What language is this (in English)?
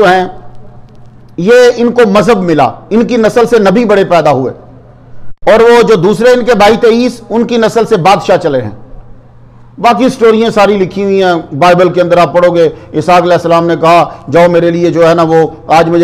Urdu